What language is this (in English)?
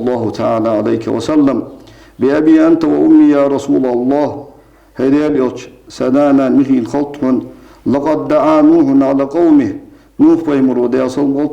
Ingush